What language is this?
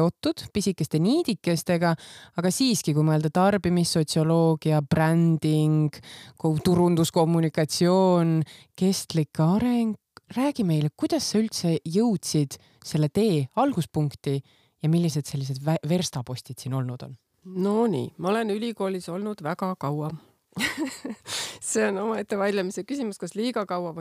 Estonian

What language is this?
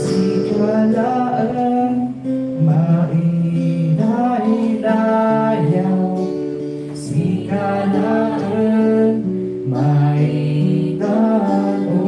Iloko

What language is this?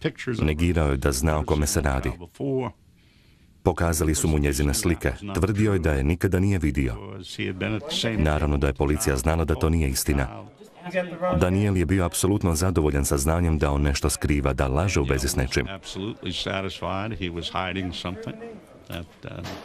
Croatian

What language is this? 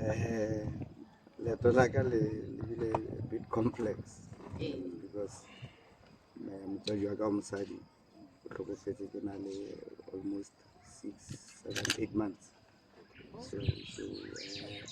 Northern Sotho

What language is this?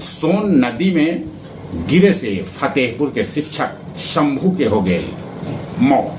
Magahi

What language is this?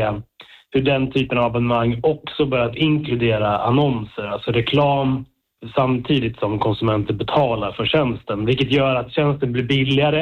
Swedish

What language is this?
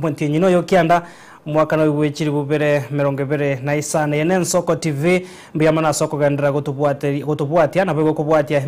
Gusii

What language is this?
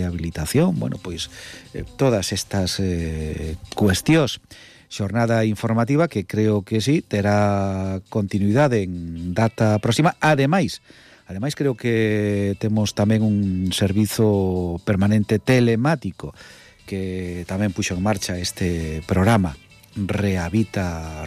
Galician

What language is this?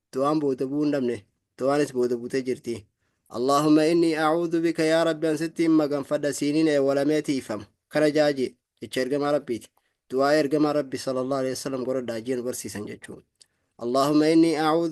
Oromo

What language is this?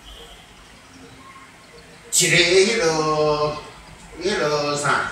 Min Nan Chinese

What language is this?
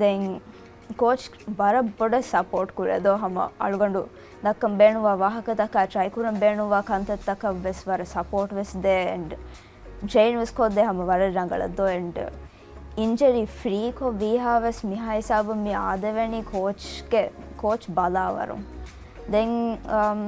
Divehi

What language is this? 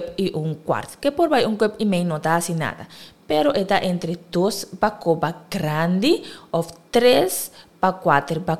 Papiamento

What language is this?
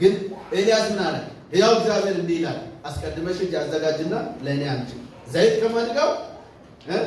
Amharic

